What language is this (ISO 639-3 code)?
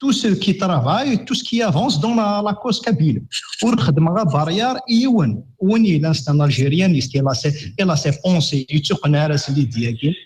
kab